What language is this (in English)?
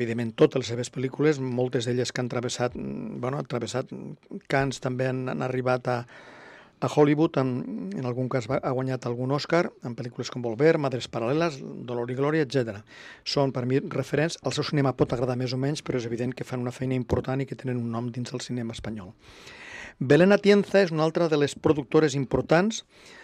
Catalan